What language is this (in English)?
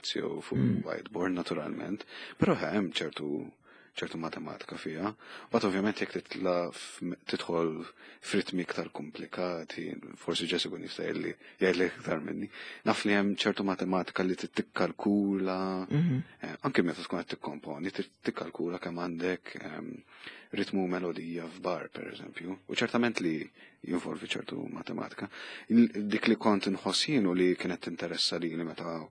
Maltese